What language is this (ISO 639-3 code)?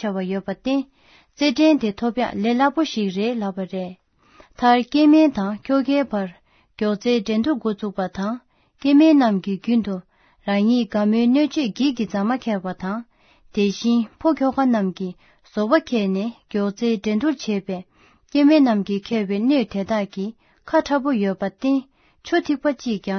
bod